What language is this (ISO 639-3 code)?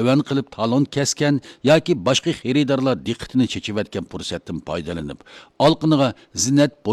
uig